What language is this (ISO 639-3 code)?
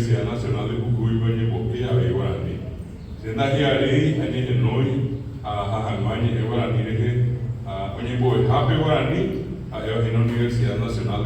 grn